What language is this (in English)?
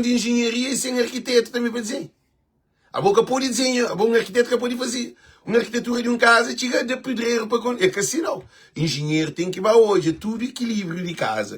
Kabuverdianu